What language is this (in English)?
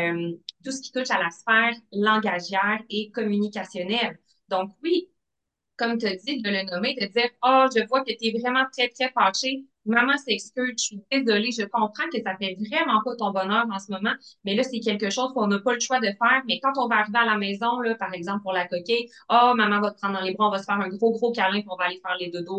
French